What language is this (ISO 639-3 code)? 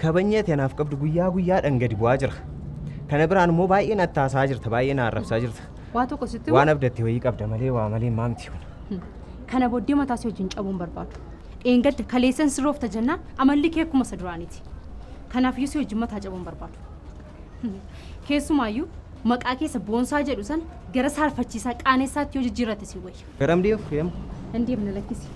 orm